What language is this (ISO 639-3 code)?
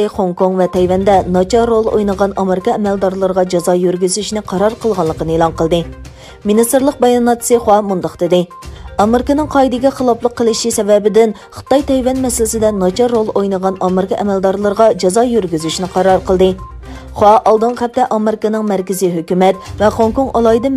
uig